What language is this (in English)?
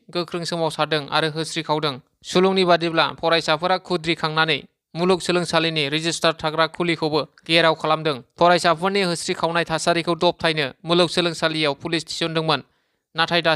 Bodo